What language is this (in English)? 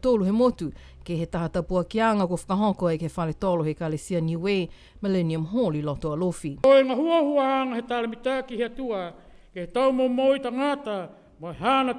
Niuean